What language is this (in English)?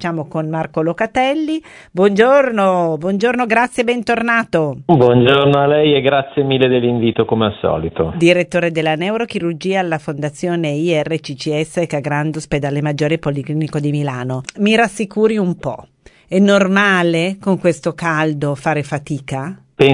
Italian